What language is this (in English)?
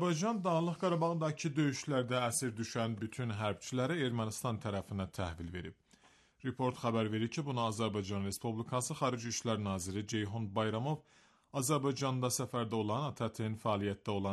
Azerbaijani